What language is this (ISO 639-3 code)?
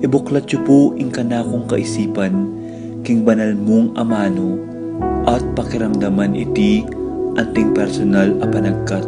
pam